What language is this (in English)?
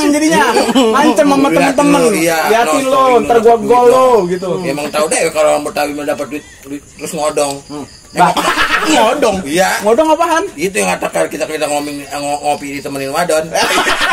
Betawi